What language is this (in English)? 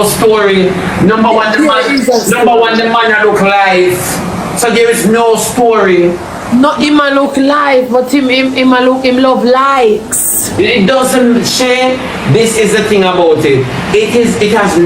Jamaican Creole English